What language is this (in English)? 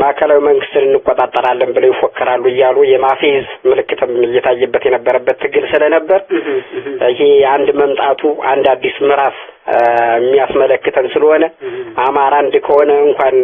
Amharic